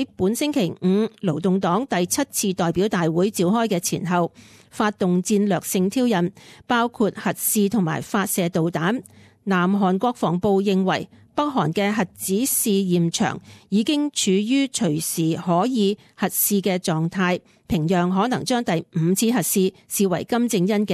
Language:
Cantonese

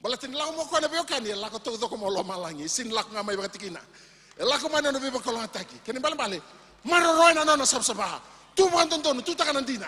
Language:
Fijian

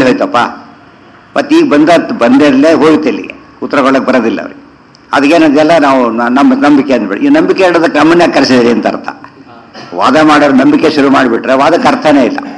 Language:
Kannada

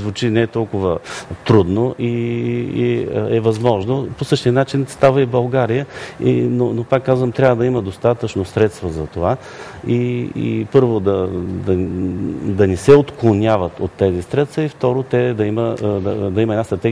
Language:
Bulgarian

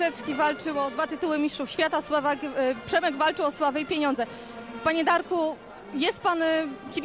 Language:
Polish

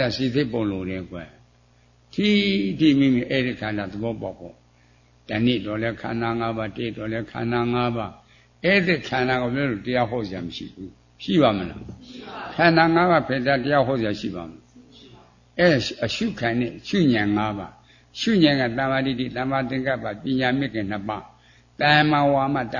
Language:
Burmese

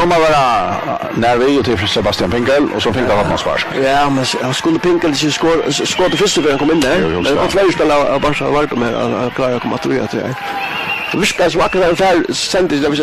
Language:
Faroese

